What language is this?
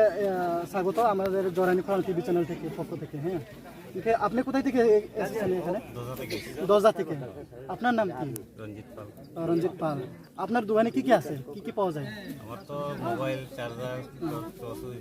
Riang (India)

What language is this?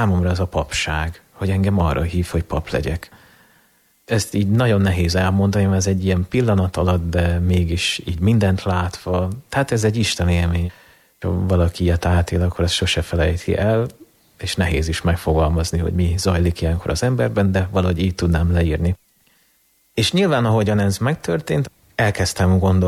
Hungarian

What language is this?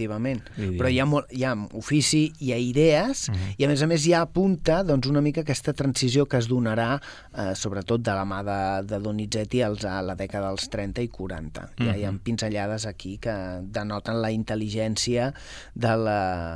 Catalan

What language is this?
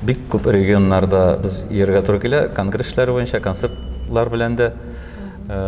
Tatar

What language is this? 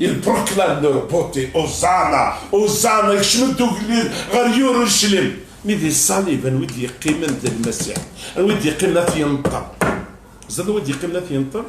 Kabyle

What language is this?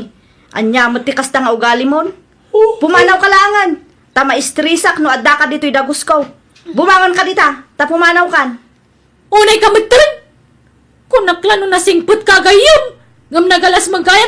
Iloko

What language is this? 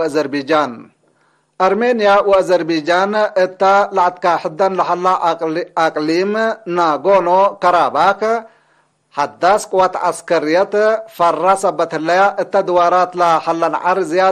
Tigre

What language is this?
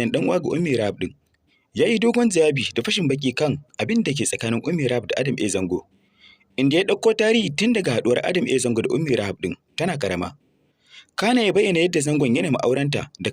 Hausa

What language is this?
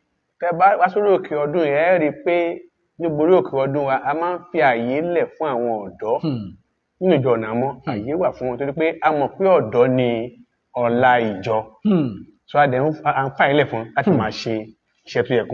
Yoruba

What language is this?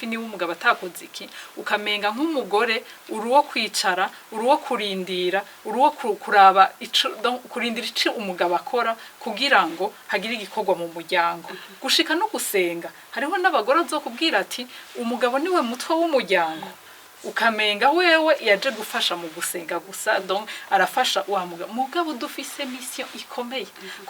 Rundi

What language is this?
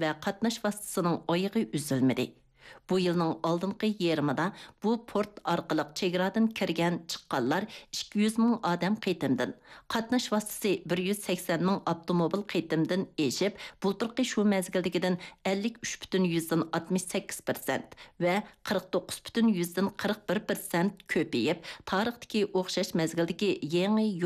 Uyghur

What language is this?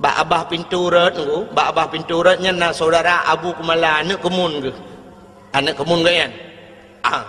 Achinese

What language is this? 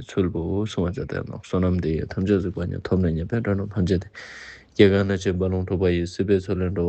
Ladakhi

